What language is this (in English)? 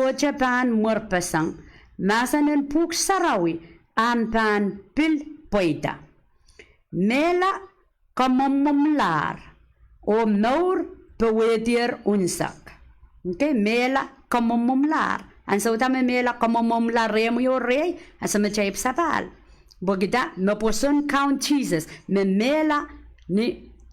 Pohnpeian